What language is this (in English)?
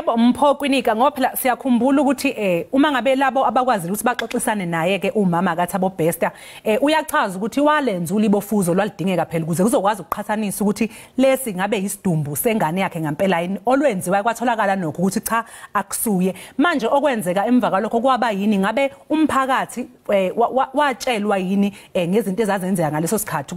Zulu